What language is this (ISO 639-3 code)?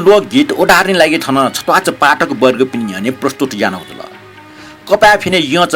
new